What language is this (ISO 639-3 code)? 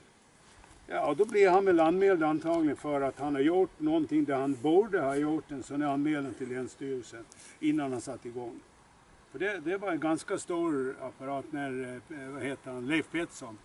swe